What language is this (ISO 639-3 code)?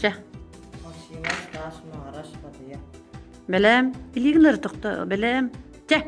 sah